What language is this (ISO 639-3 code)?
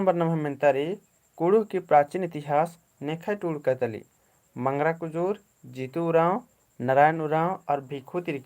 kru